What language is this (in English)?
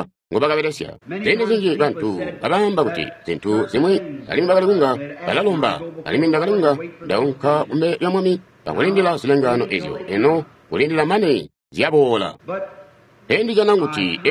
Tonga (Zambia)